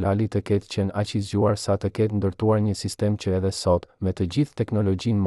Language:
Albanian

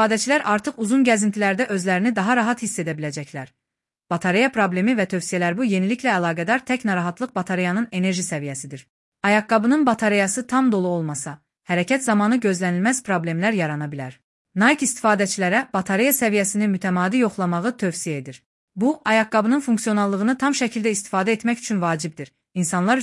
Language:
Azerbaijani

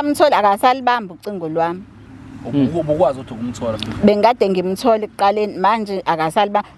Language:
Zulu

